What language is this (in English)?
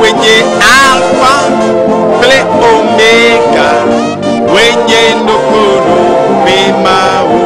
Ewe